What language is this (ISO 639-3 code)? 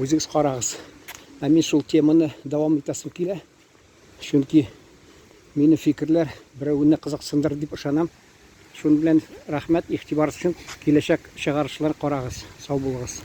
tat